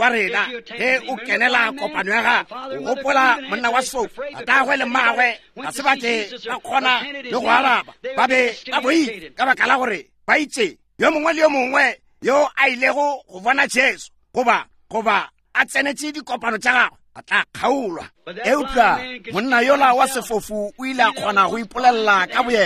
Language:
Northern Sotho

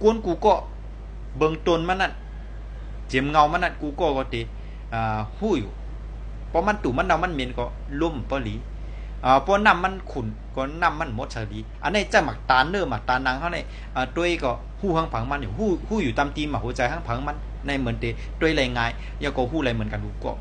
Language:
Shan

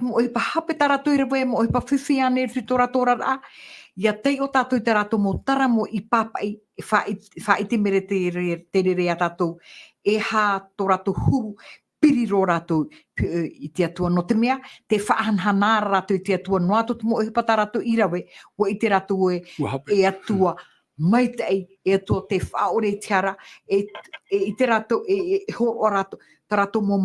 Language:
Tahitian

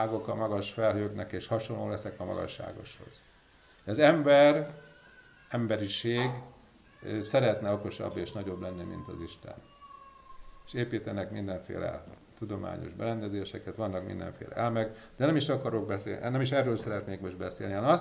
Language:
Hungarian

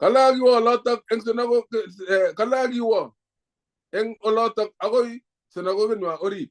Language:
Kalenjin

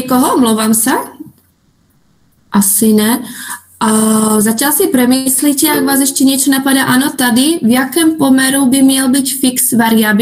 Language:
Czech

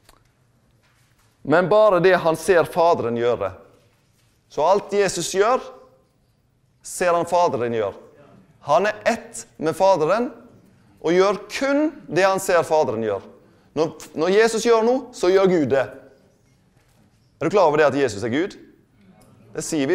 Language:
Norwegian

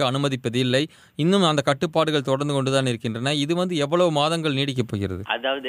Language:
Tamil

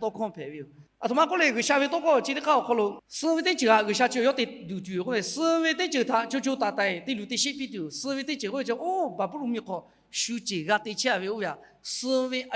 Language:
Lahu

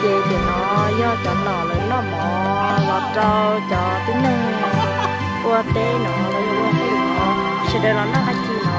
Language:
Hmong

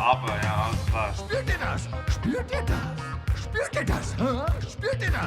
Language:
Swiss German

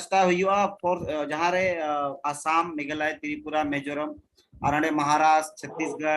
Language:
Santali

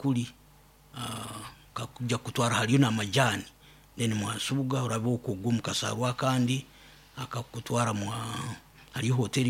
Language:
Nyoro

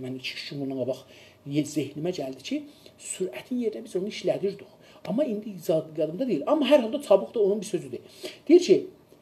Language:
South Azerbaijani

